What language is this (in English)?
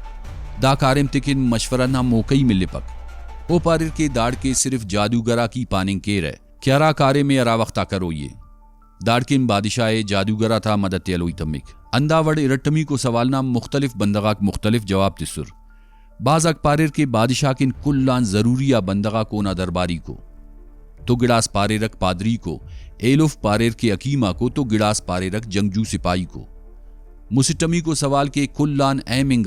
Brahui